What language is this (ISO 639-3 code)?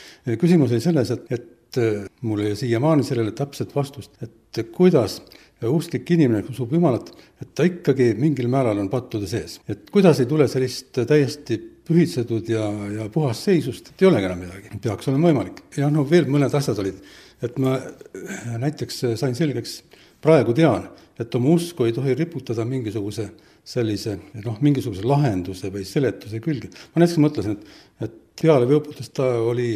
est